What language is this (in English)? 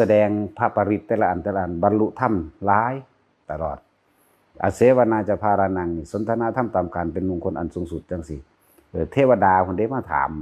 Northeastern Thai